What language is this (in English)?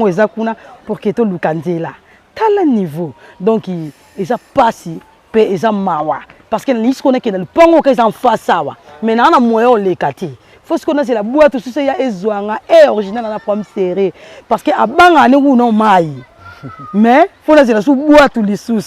Lingala